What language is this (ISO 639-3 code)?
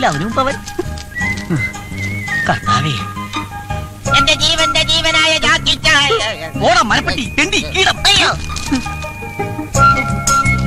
mal